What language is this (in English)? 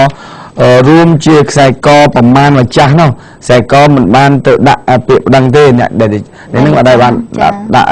Khmer